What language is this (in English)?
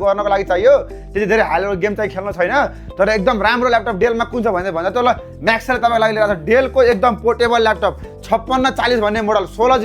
Nepali